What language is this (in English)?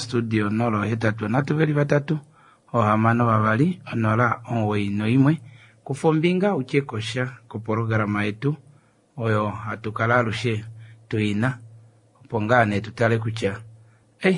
Kuanyama